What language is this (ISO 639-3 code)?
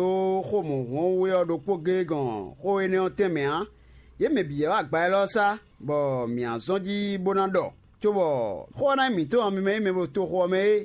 fon